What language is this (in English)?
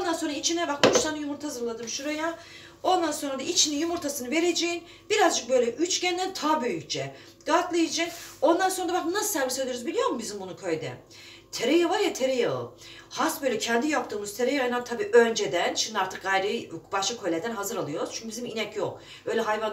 Turkish